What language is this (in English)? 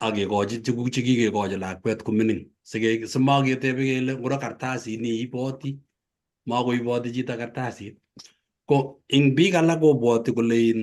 Kalenjin